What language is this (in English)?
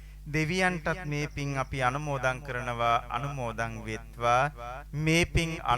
Sinhala